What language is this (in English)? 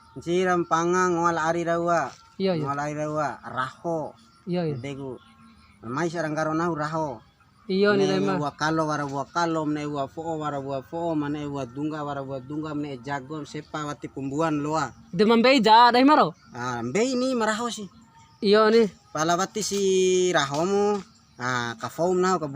Bima